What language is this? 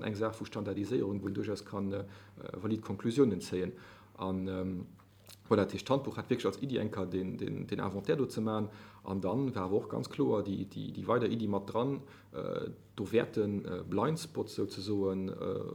Luxembourgish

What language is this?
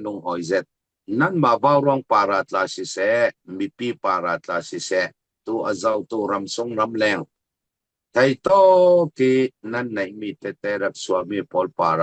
Falam Chin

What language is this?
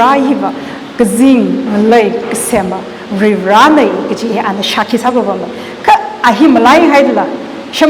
Tangkhul Naga (India)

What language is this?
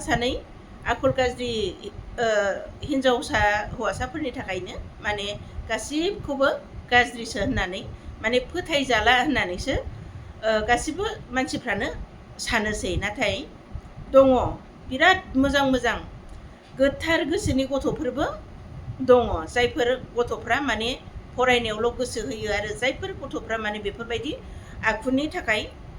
Bodo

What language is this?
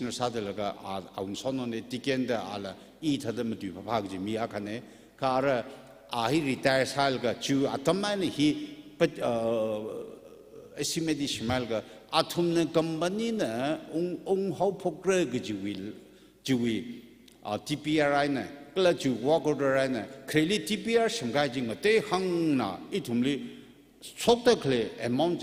Tangkhul Naga (India)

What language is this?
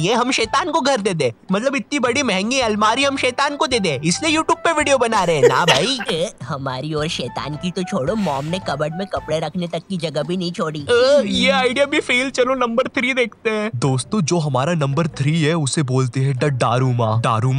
Hindi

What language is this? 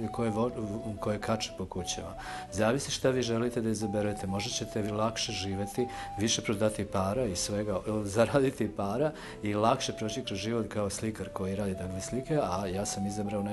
Serbian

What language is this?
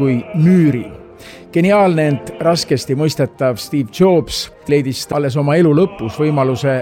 Estonian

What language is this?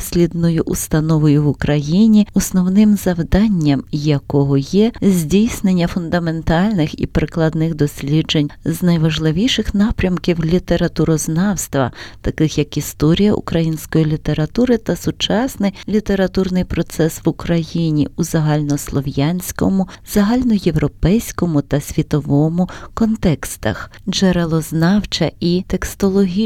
Ukrainian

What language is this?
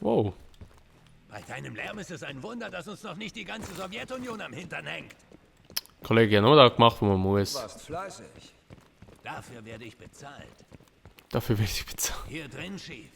Swiss German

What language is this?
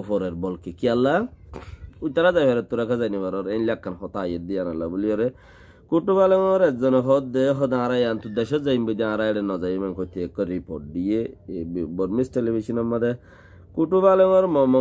Rohingya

